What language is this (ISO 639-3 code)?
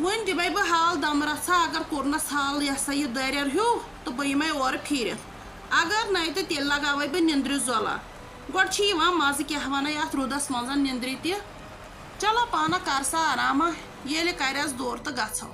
kas